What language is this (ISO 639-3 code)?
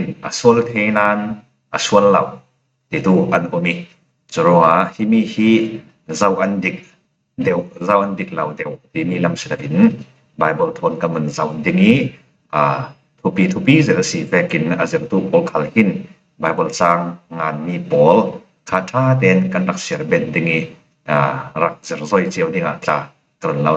cfm